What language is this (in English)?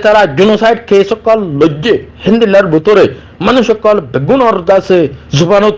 Rohingya